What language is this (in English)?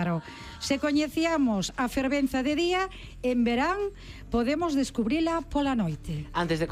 Galician